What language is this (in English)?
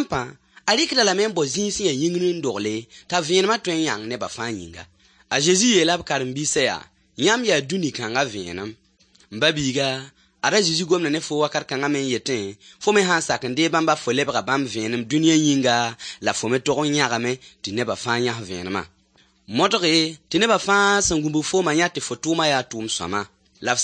Mossi